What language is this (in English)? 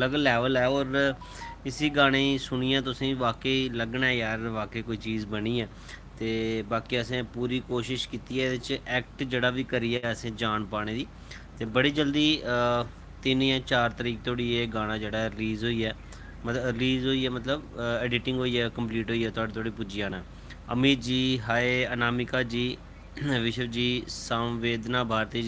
Dogri